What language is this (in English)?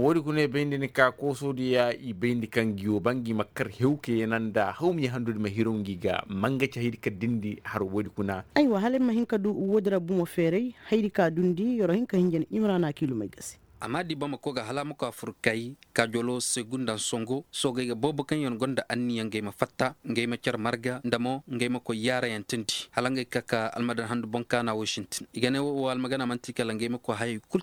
Koyraboro Senni